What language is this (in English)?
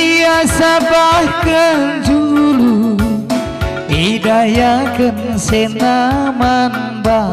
Batak Karo